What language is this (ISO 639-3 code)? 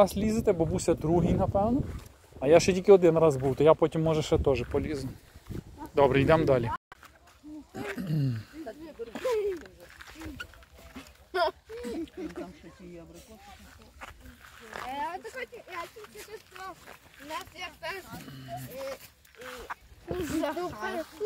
ukr